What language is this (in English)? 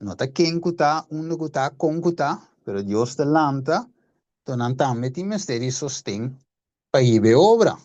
Papiamento